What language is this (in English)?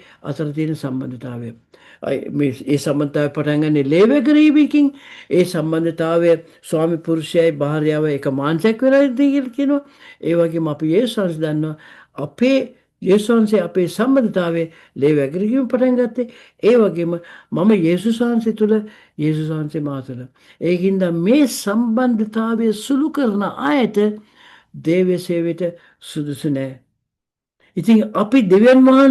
Sinhala